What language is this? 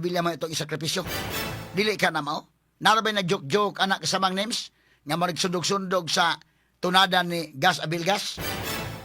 Cebuano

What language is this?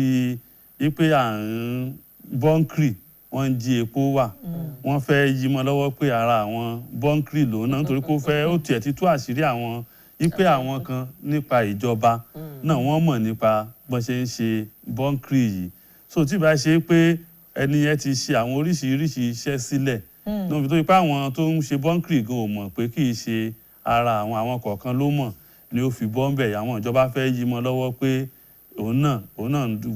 Yoruba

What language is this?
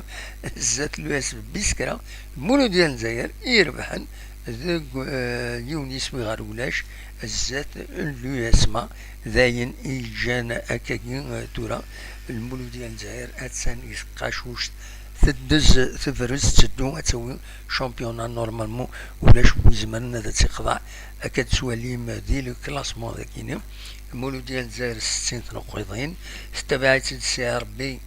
Kabyle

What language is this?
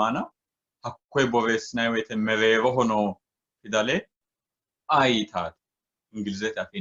Sidamo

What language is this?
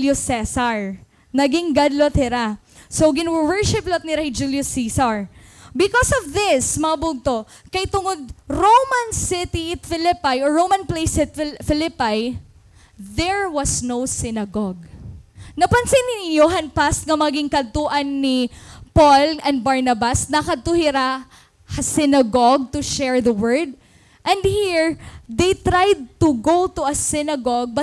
Waray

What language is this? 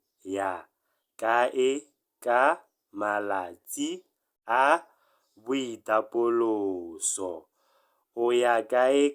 Tswana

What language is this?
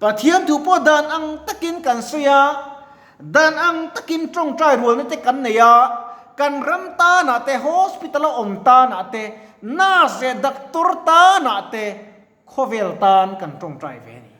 Mizo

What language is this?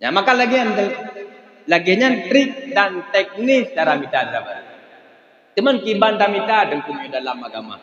Achinese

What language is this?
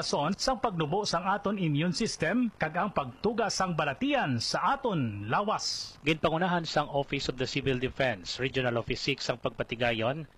Hiligaynon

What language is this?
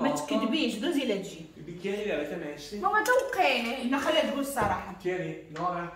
Moroccan Arabic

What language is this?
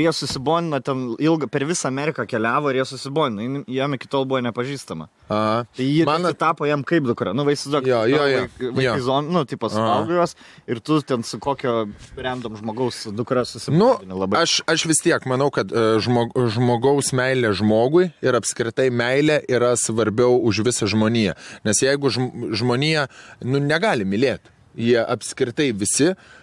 Lithuanian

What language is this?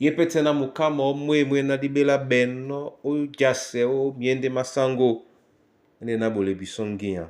Duala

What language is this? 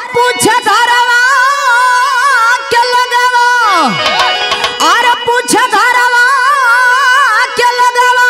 Bhojpuri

